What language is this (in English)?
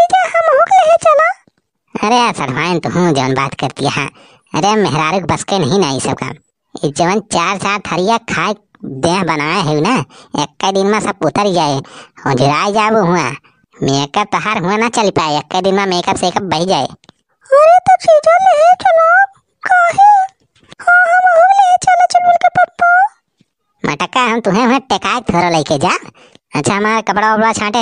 Awadhi